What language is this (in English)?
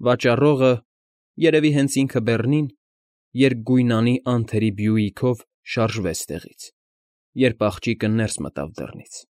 Armenian